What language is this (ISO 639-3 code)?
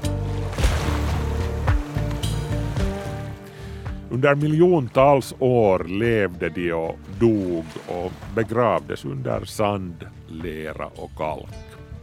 swe